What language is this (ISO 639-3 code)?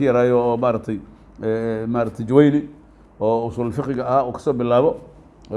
som